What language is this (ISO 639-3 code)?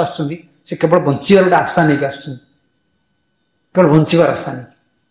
ori